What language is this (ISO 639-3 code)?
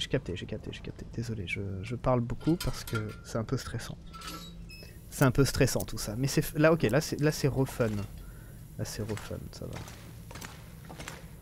fra